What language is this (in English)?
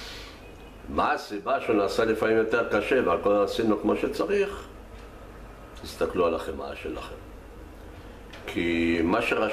Hebrew